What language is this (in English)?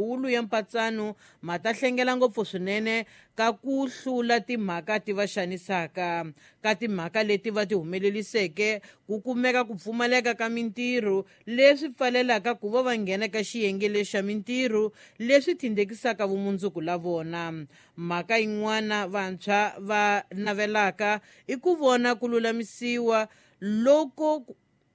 Tsonga